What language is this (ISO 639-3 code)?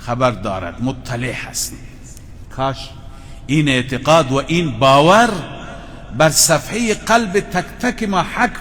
fas